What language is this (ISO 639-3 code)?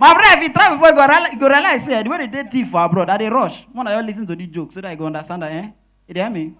pcm